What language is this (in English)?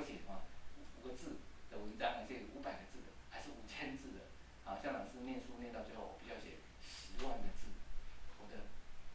Chinese